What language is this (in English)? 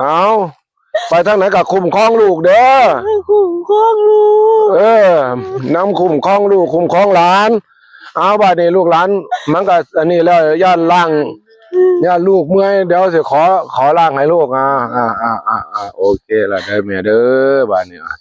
Northeastern Thai